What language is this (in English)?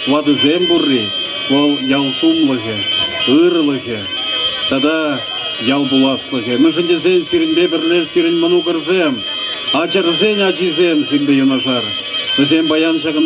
Chuvash